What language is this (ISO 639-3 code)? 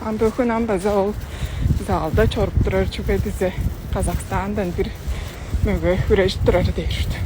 tyv